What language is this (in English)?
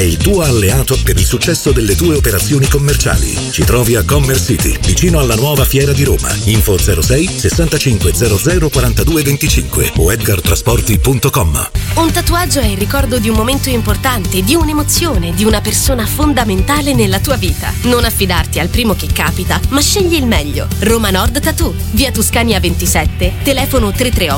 Italian